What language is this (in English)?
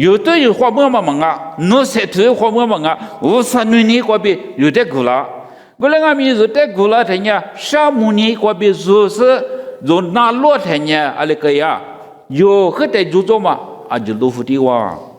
Lisu